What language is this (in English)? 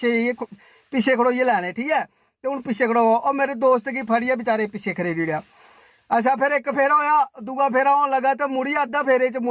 Dogri